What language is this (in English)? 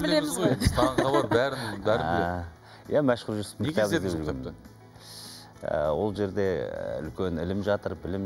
Kazakh